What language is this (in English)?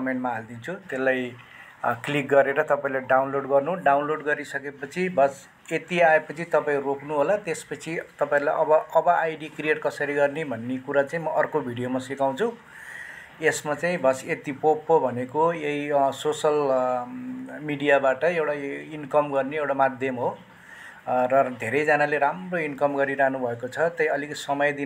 Nepali